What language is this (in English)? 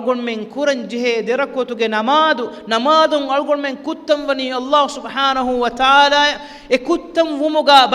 Divehi